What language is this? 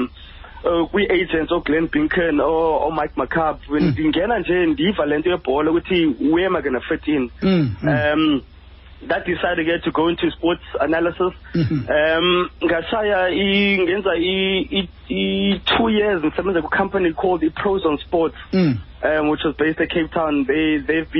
Xhosa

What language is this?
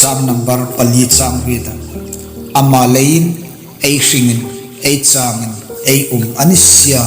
Hmar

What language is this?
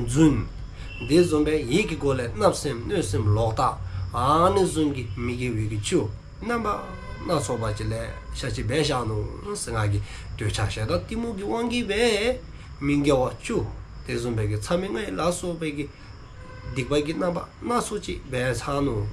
Dzongkha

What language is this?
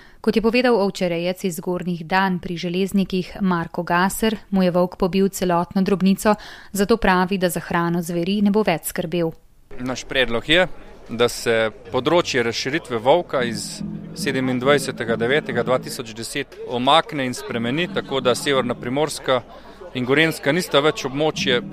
Slovenian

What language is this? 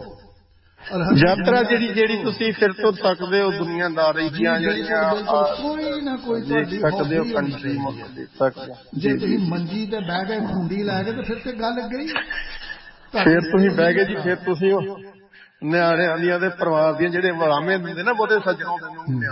Punjabi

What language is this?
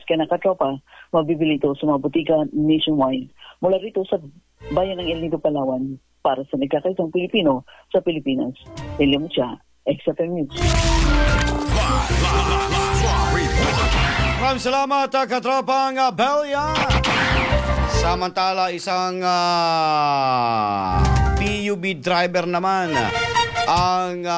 Filipino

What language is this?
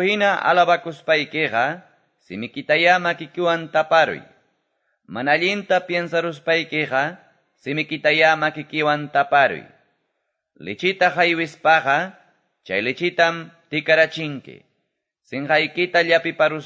Quechua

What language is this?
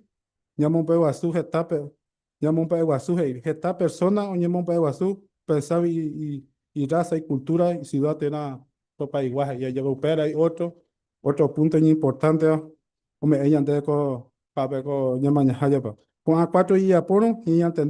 Guarani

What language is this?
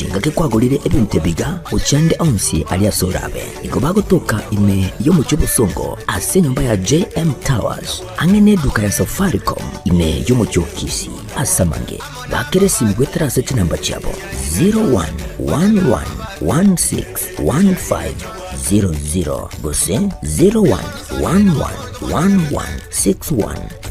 Gusii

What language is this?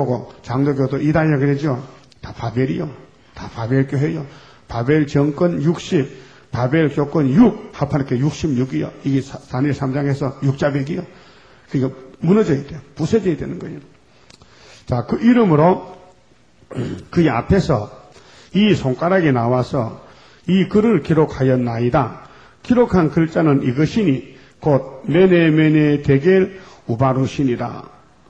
Korean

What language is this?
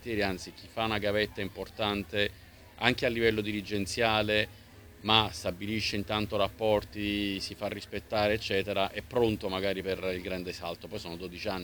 Italian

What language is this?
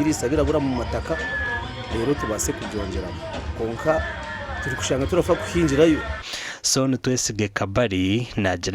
Nyankole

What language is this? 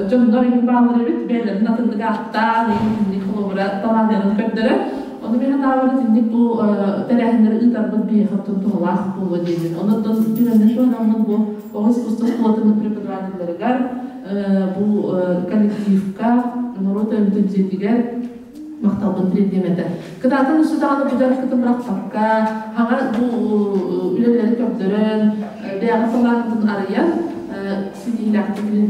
Yakut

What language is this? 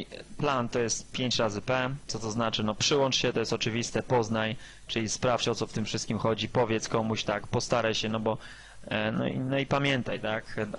Polish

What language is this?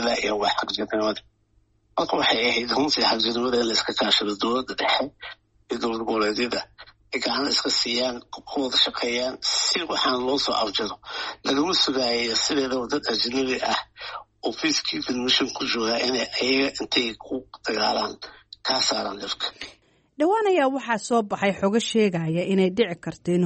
Somali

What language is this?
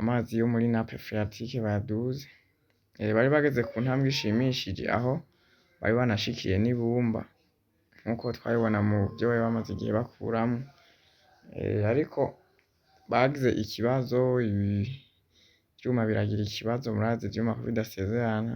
Rundi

